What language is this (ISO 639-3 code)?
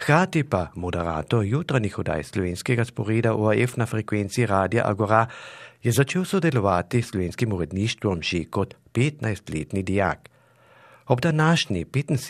slv